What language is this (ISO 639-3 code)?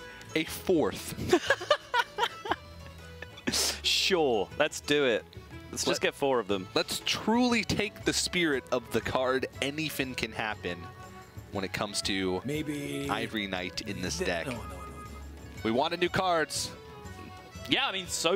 eng